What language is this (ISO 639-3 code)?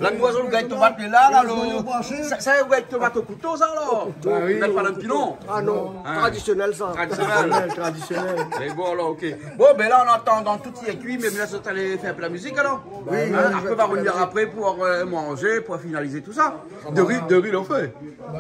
rcf